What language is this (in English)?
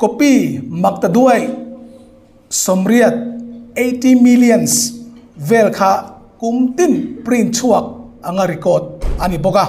Hmar